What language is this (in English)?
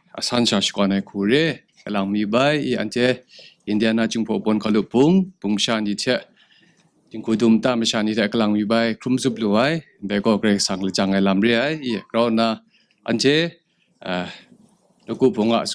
Kachin